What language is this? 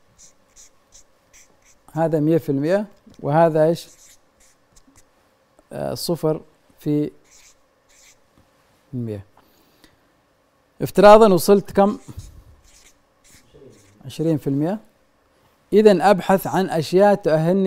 Arabic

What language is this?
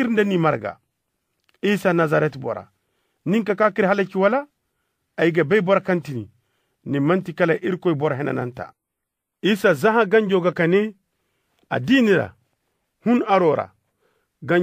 Koyraboro Senni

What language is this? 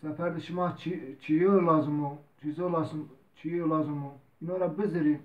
Zaza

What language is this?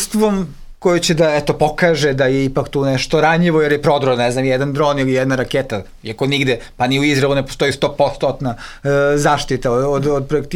Serbian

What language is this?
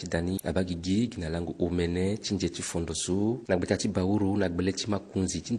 Sango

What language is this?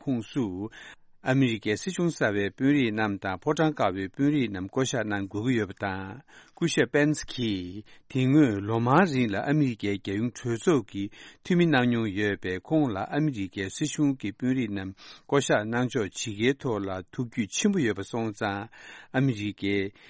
Tibetan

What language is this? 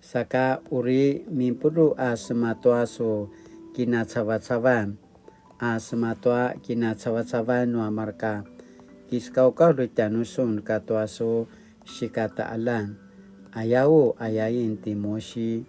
Paiwan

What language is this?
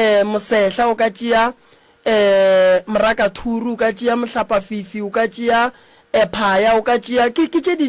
Northern Sotho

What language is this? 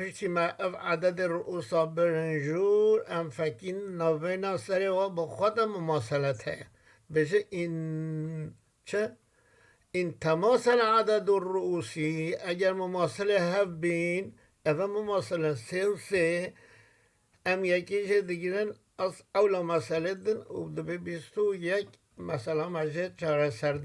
Kurdish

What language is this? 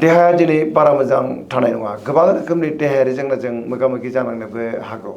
Bodo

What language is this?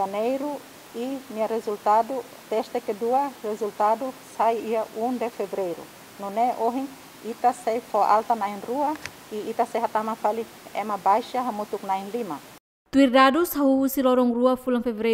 Tetum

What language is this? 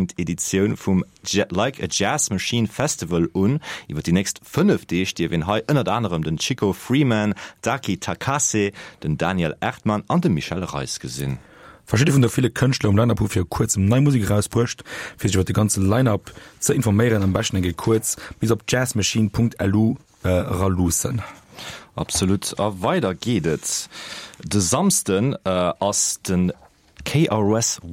Luxembourgish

